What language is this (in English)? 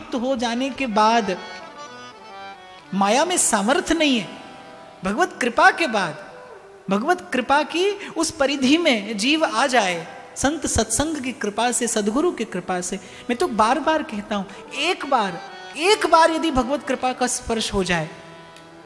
Hindi